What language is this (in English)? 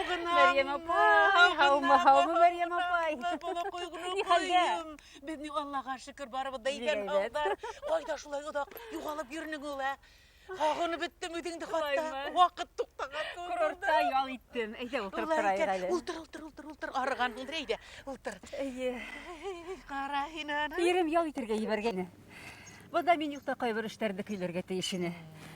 Bashkir